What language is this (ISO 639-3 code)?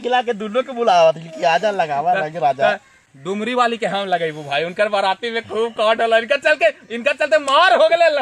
mag